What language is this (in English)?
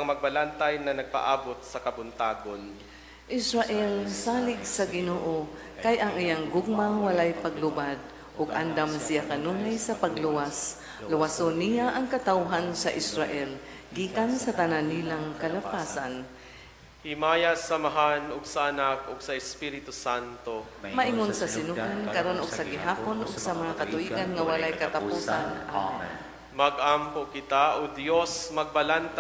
Cebuano